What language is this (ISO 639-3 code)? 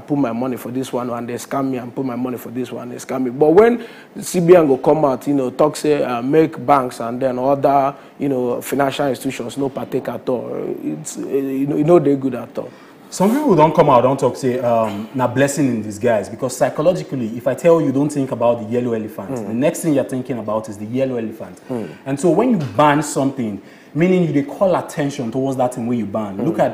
pcm